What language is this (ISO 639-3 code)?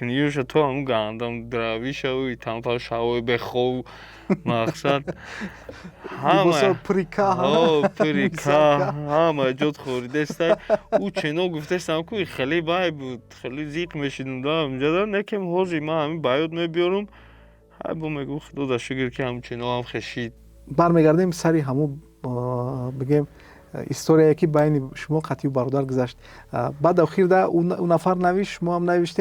tgk